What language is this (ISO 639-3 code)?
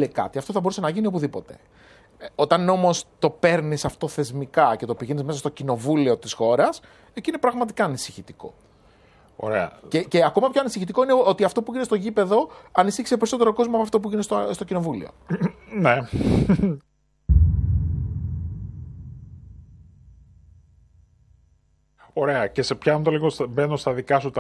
ell